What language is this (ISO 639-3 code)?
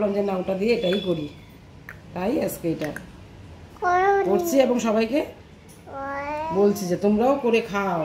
ben